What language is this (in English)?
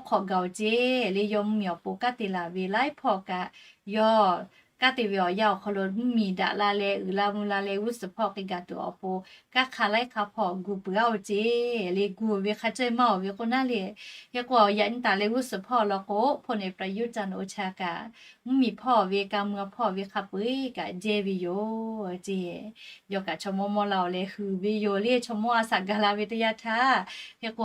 Lahu